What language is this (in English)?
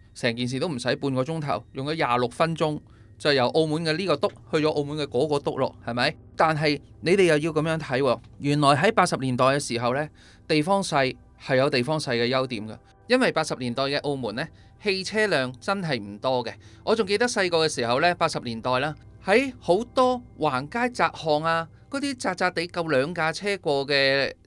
Cantonese